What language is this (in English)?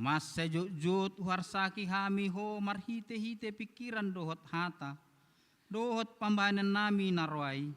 Batak Toba